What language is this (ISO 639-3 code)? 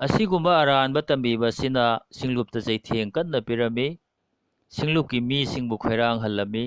mni